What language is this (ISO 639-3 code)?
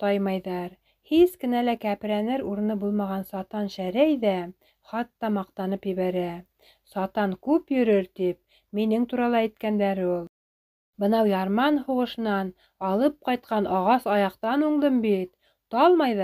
bak